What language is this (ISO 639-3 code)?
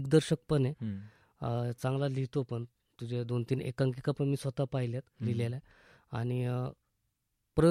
mar